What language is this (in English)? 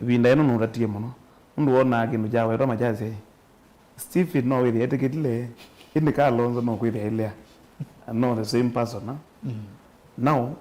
Kamba